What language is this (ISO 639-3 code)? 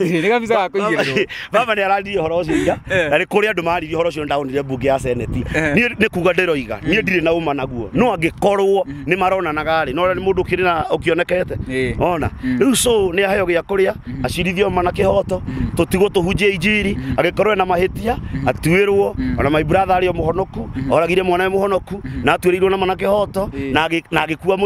kik